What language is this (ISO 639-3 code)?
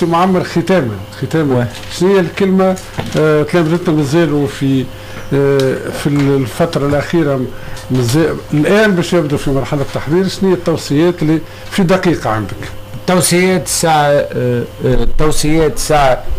aeb